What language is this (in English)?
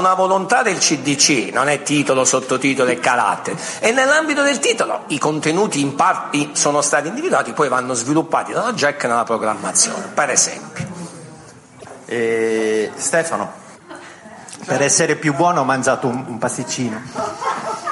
Italian